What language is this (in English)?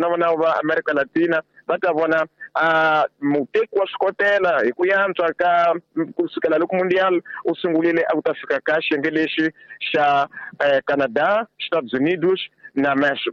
Tsonga